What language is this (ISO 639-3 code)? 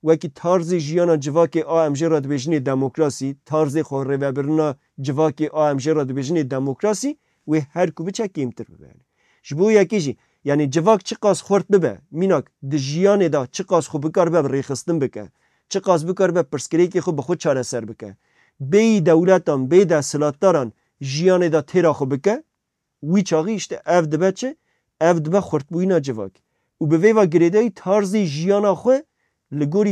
kur